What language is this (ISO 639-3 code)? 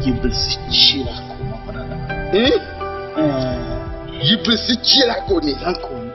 dag